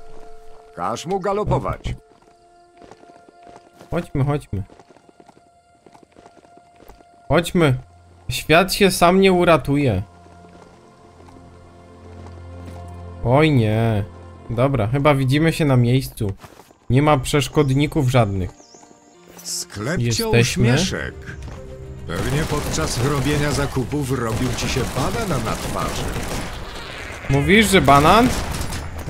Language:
Polish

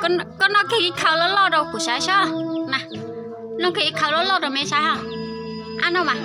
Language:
Hmong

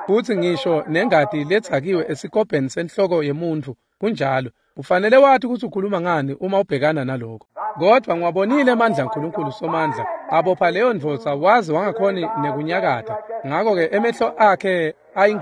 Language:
Swati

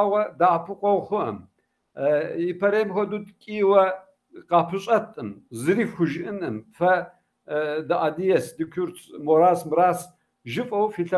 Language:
Kabardian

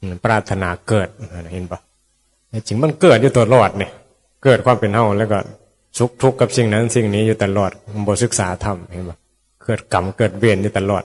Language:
Northeastern Thai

